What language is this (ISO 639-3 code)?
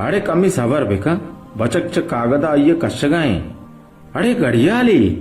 bal